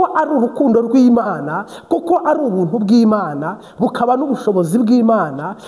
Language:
Kinyarwanda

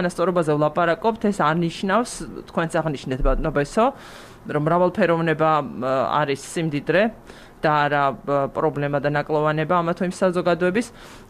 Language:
Georgian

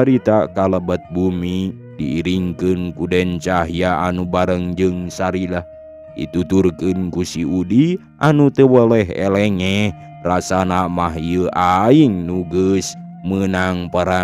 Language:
Sundanese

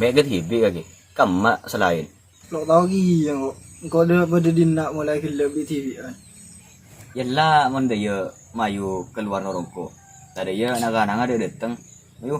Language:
Madurese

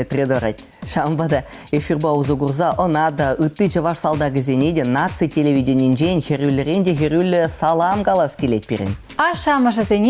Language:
Chuvash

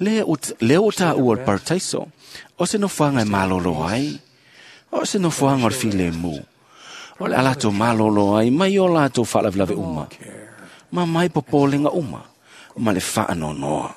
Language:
Samoan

